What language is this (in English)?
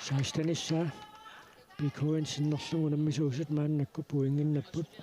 Kalaallisut